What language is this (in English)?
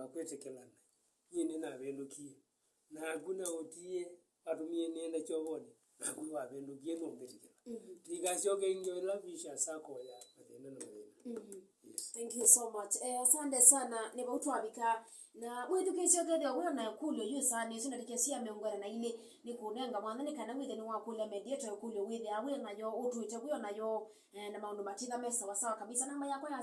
Kamba